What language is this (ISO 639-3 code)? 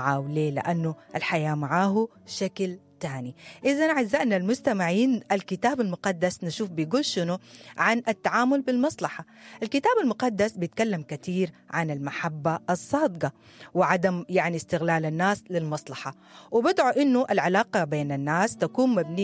apd